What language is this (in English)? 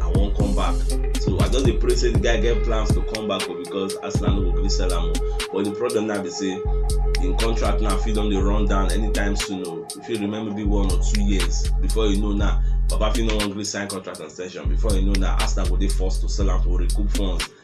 Nigerian Pidgin